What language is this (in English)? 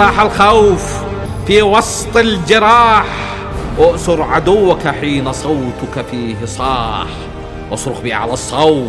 Arabic